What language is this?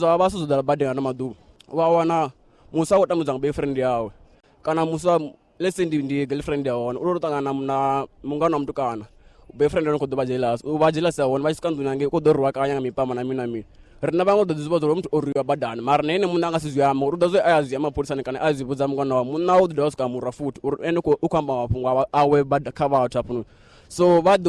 Venda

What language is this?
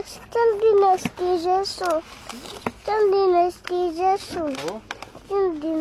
Chechen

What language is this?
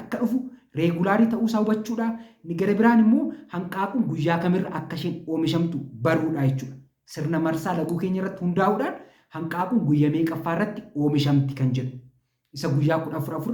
Oromo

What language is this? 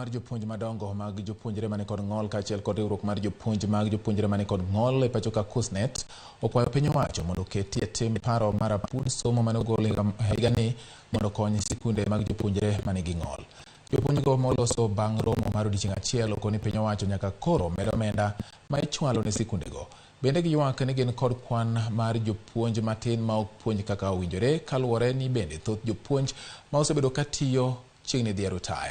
Luo (Kenya and Tanzania)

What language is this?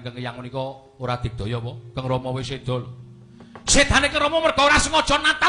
Javanese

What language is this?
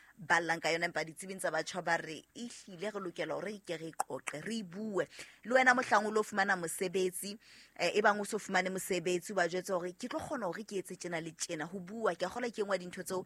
Southern Sotho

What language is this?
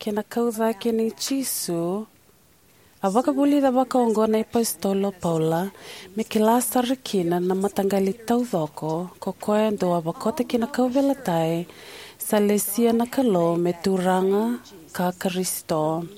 Fijian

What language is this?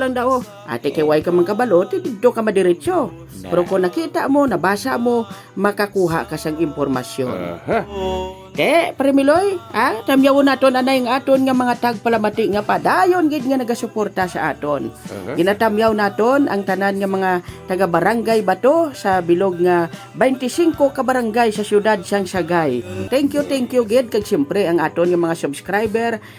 Hiligaynon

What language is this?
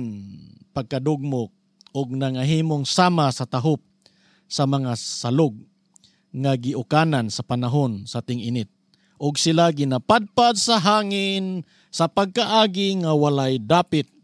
Cebuano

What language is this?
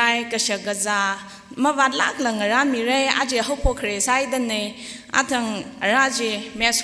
Tangkhul Naga (India)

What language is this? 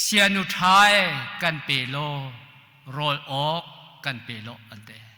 Hakha Chin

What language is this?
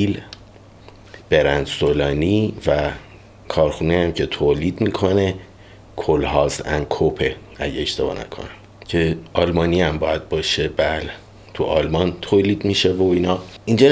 Persian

